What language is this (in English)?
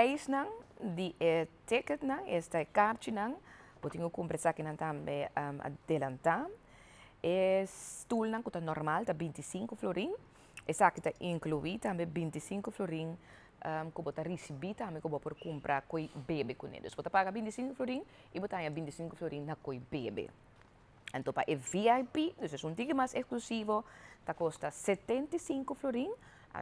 Papiamento